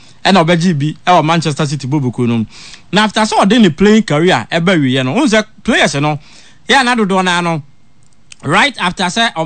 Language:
Akan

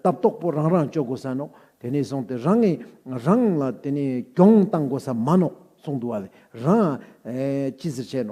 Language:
Ladakhi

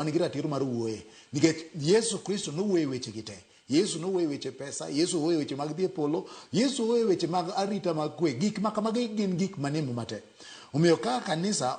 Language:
Luo (Kenya and Tanzania)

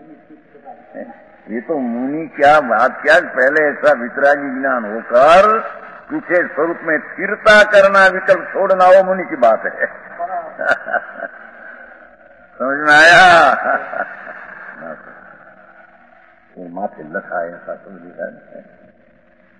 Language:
Hindi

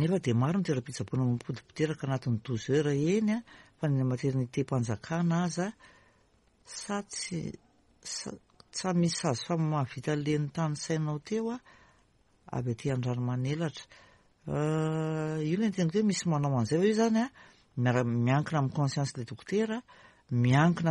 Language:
Malagasy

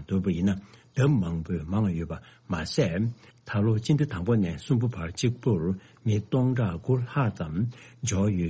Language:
Tibetan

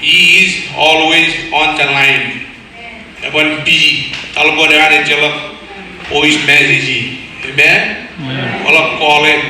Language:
Marshallese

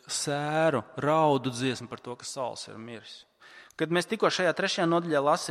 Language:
Latvian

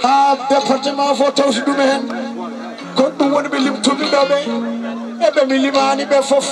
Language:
Fula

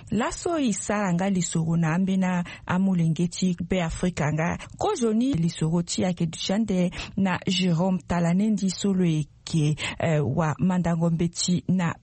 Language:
Sango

